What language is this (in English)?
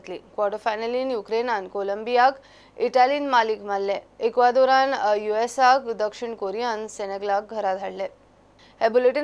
Konkani